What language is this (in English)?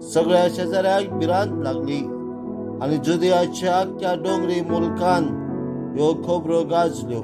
Konkani